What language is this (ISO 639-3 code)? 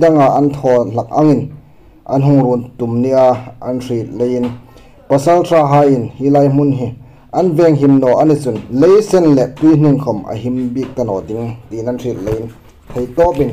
hmr